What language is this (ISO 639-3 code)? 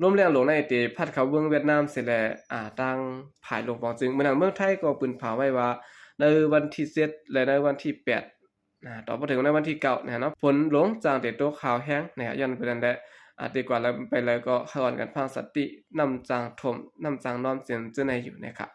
shn